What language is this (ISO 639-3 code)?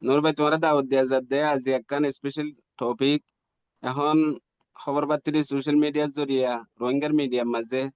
rhg